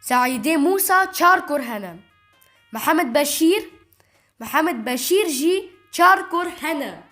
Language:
Kurdish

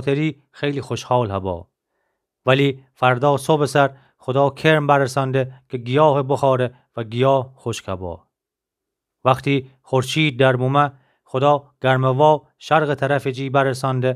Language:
Gilaki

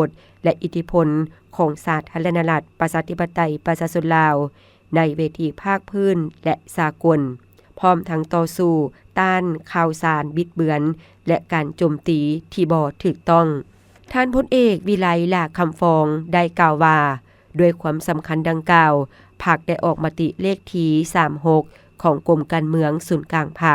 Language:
Lao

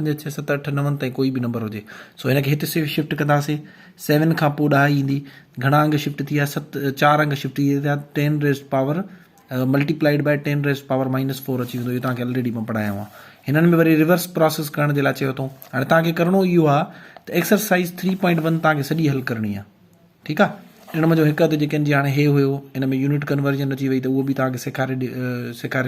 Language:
Sindhi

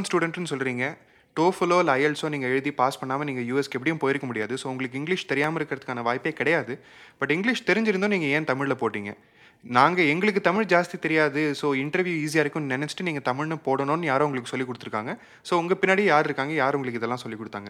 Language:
Tamil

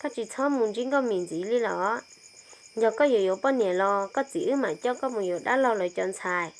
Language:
Hmong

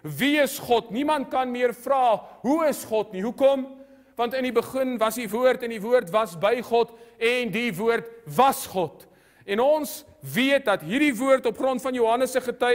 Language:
Afrikaans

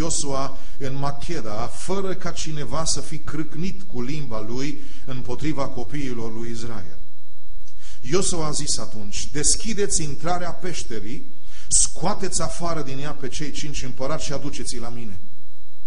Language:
Romanian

